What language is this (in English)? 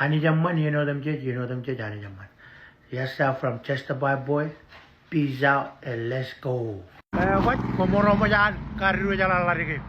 Marshallese